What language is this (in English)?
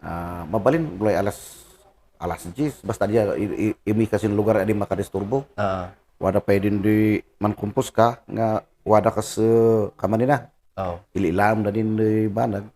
Kankanaey